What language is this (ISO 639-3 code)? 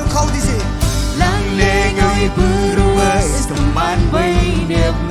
mah